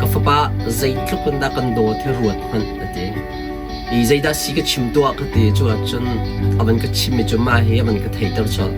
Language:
Hakha Chin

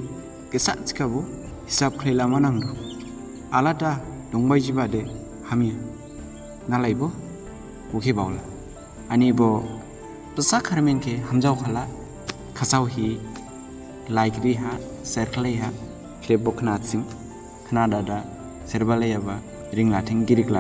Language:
Dimasa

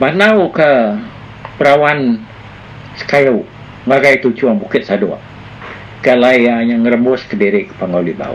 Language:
Iban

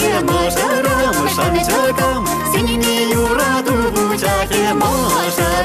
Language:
Chuvash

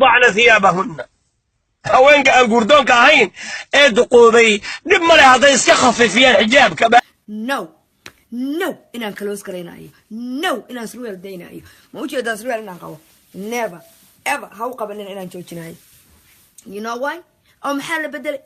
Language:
Somali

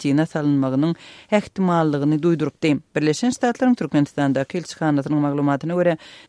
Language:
Turkmen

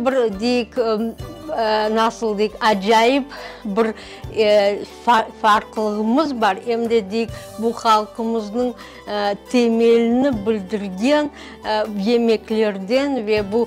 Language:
Crimean Tatar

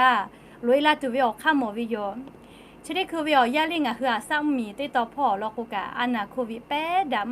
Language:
Lahu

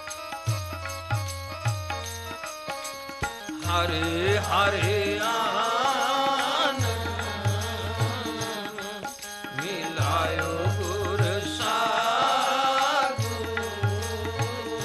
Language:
Punjabi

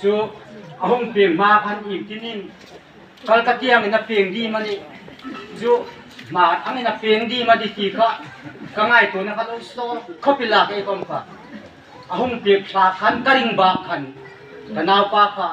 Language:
Hmar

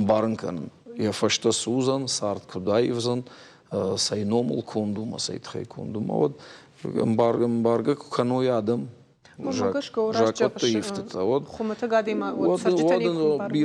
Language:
Ossetic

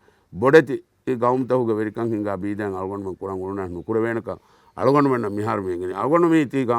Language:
Divehi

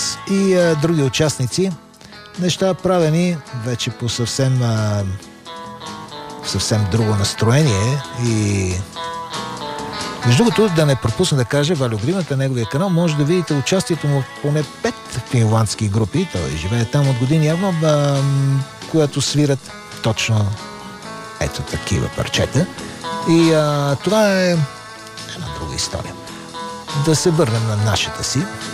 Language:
Bulgarian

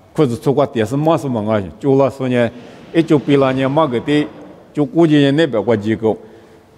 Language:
Lisu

